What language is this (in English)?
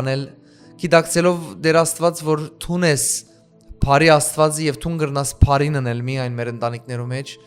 Western Armenian